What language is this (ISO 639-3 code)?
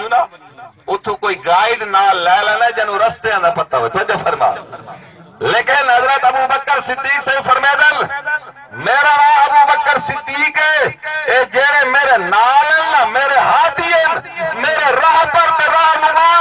skr